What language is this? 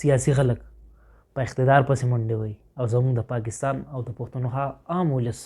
Pashto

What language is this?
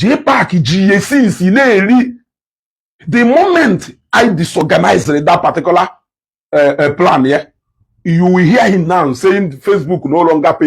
Igbo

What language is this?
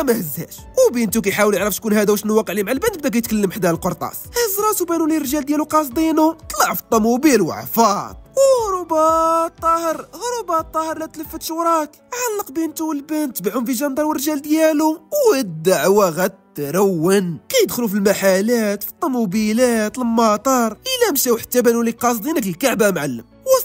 Moroccan Arabic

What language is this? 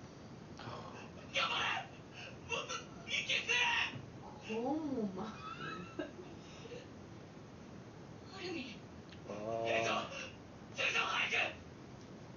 Japanese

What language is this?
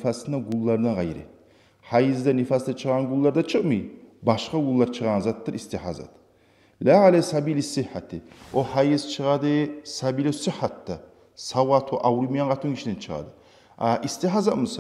Kumyk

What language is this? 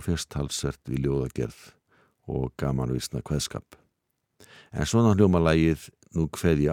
Icelandic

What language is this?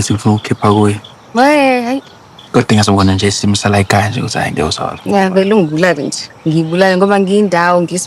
Zulu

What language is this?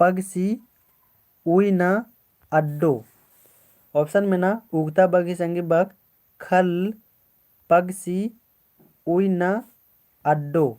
Kurukh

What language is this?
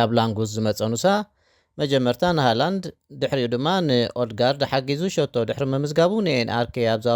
Tigrinya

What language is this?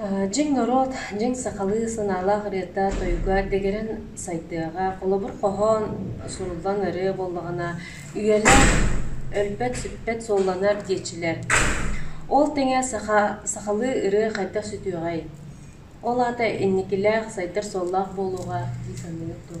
Yakut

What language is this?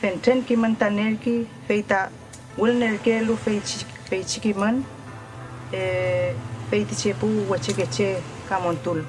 Mapuche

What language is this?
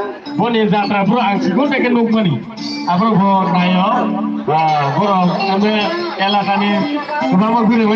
Kok Borok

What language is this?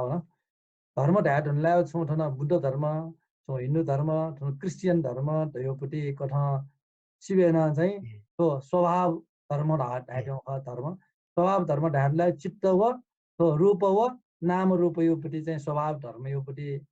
Newari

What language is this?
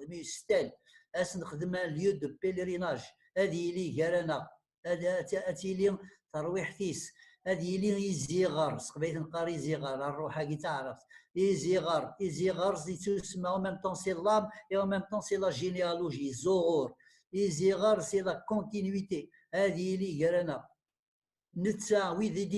Kabyle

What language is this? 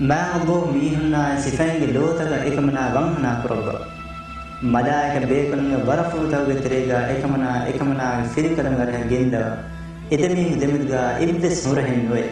Divehi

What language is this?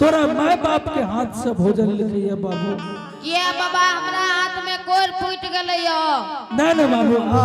Angika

